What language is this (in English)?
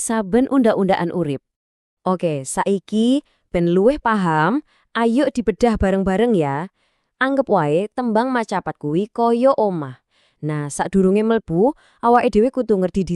Javanese